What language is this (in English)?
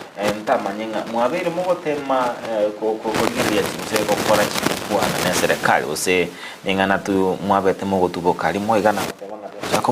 Gusii